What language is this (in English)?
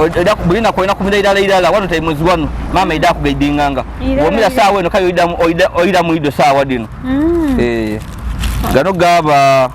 Ganda